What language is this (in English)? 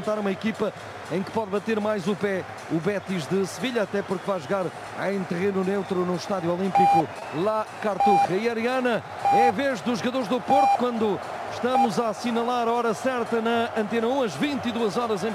Portuguese